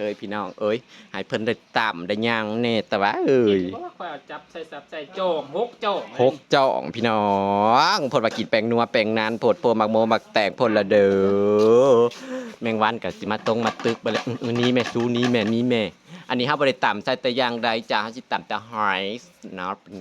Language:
Northeastern Thai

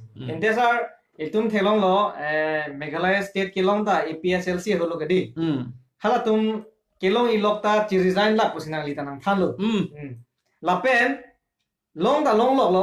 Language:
Karbi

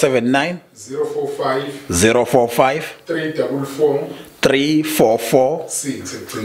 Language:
Zulu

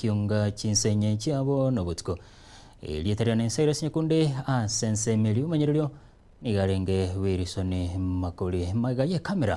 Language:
Gusii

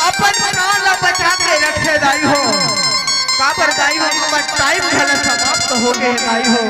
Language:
Chhattisgarhi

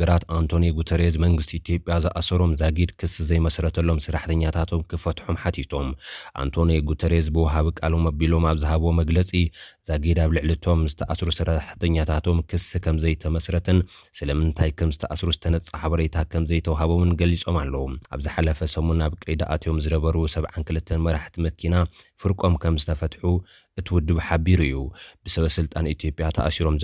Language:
Tigrinya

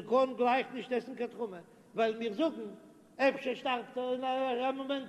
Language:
Yiddish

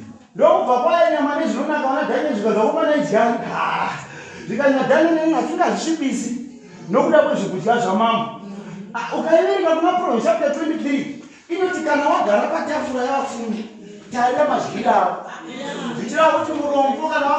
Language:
Shona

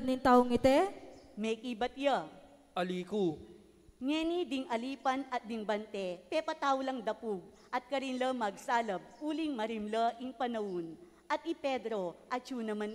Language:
Pampanga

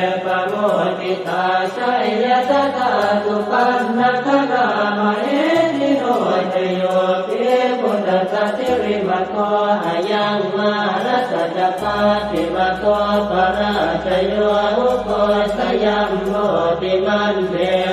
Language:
Pali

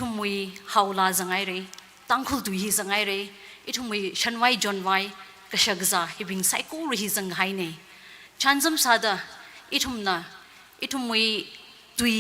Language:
Tangkhul Naga (India)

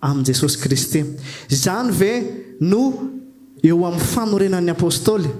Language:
Malagasy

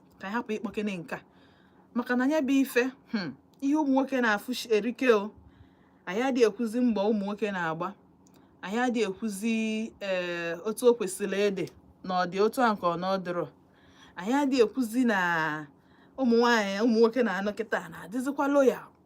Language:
Igbo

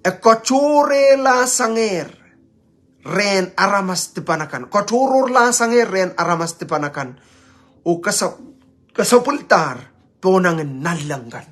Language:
Pohnpeian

